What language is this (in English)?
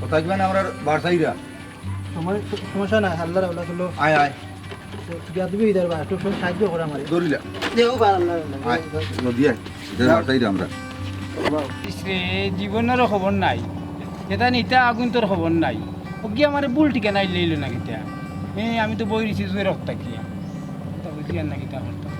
Sylheti